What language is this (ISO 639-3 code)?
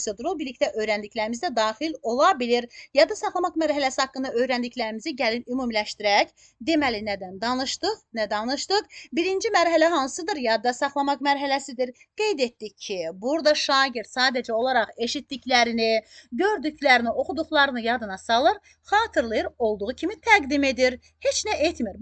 aze